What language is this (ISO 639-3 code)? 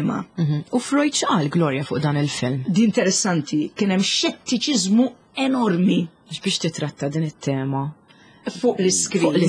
mlt